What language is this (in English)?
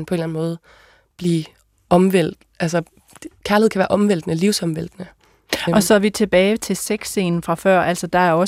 Danish